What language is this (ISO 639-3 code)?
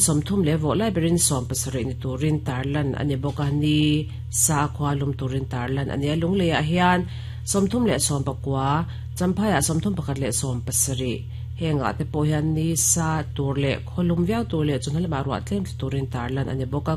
lus